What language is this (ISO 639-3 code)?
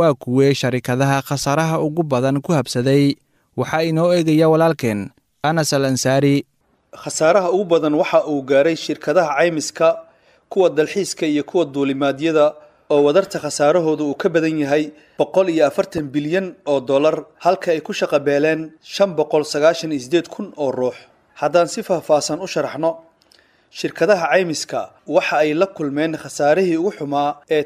som